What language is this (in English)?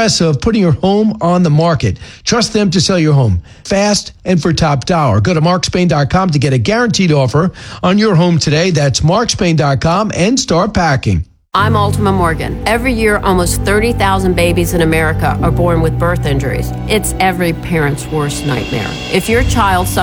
English